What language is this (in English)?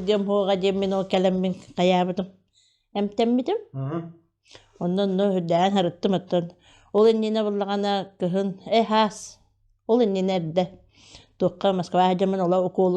Yakut